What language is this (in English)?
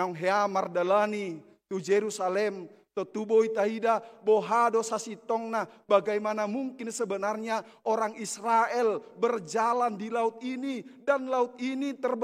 Batak Toba